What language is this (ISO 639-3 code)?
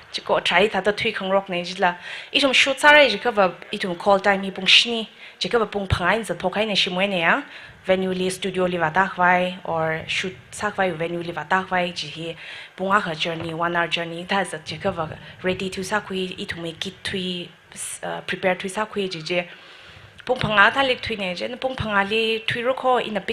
nmf